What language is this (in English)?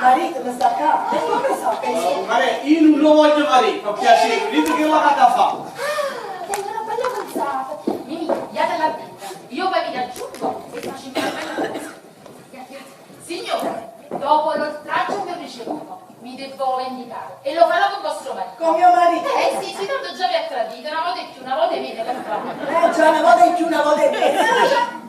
Neapolitan